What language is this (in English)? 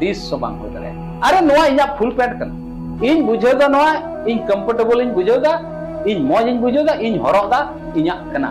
Santali